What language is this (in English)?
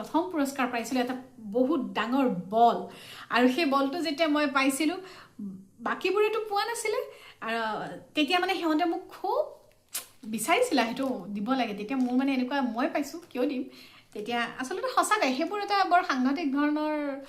Assamese